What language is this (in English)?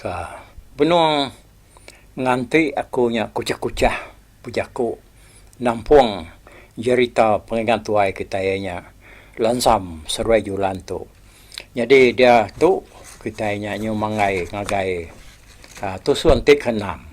Iban